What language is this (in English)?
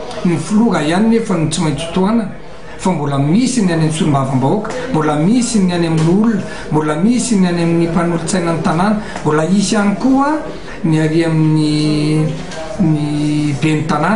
Malagasy